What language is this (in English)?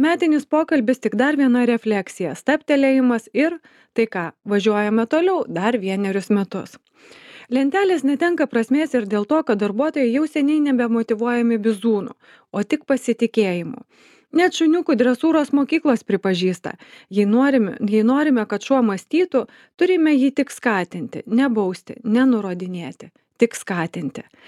Lithuanian